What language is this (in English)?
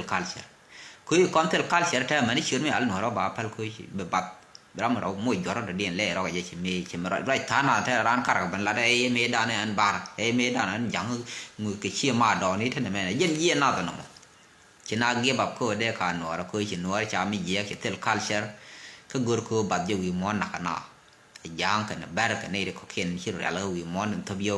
Nuer